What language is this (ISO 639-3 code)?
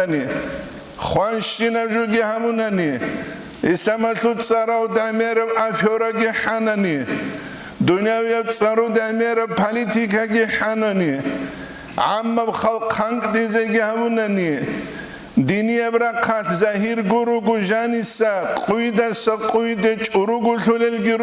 ava